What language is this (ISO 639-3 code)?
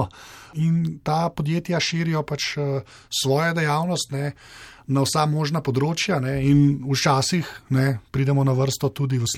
slv